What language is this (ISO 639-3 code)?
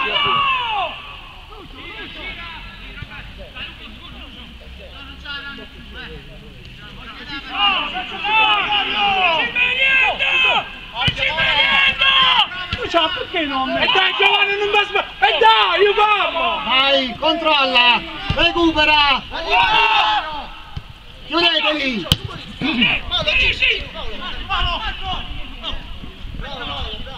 ita